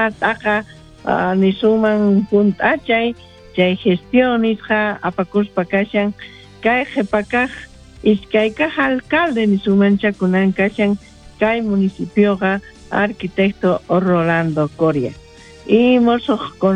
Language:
South Bolivian Quechua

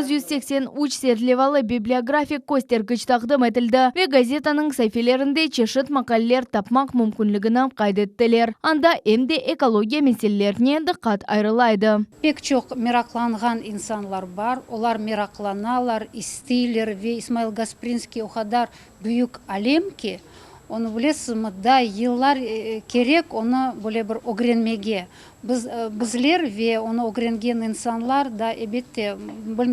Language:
Crimean Tatar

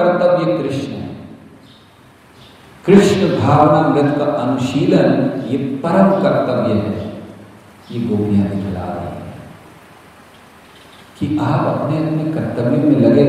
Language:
Hindi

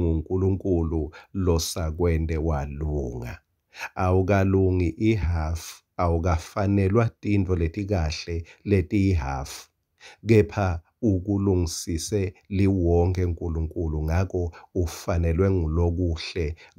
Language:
Swati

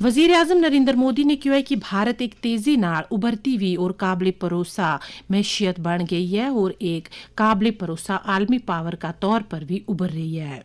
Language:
Gujari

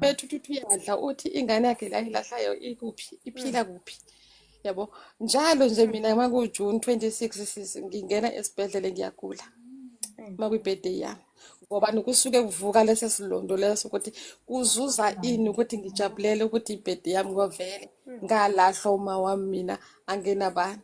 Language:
Zulu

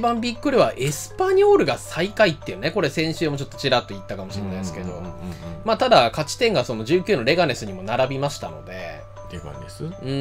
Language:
Japanese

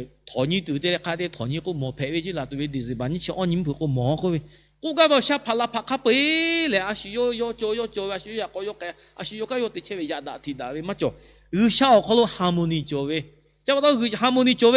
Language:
Lahu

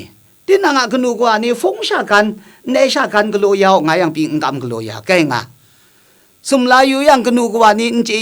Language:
Kachin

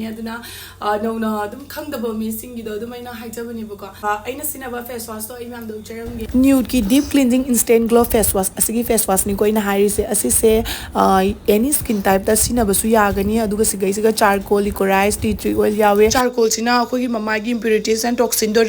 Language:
Manipuri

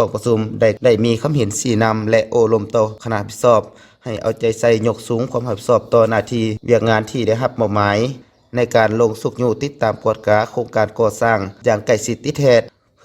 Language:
Lao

